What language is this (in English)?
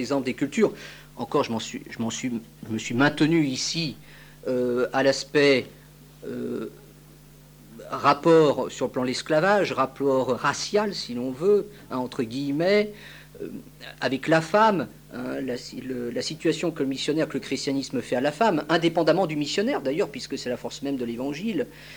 French